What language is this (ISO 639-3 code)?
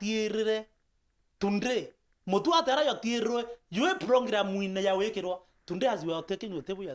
mer